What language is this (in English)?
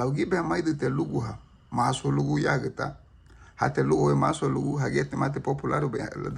Garifuna